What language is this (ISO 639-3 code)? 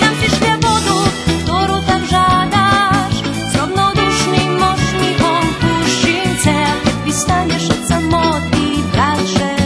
rue